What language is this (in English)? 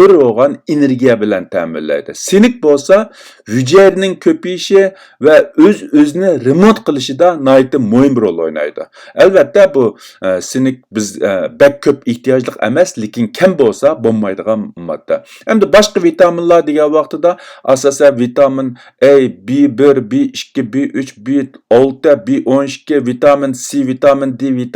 Uyghur